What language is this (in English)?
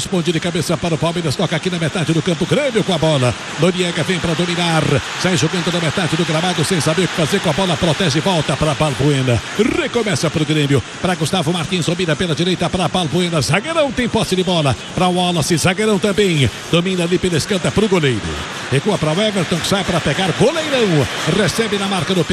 Portuguese